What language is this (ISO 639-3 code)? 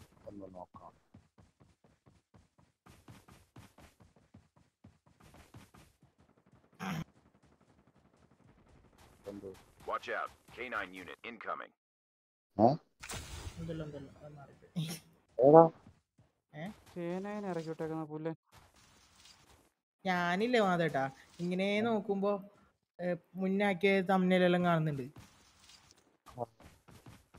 mal